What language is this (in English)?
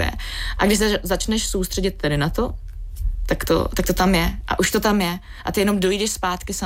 Czech